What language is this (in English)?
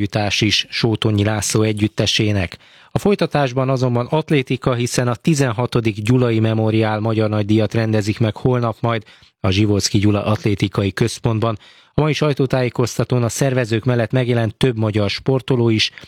Hungarian